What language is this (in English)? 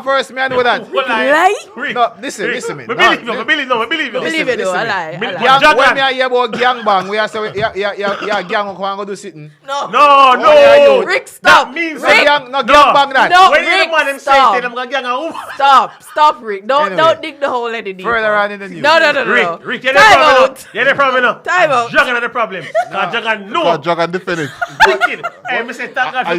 Jamaican Creole English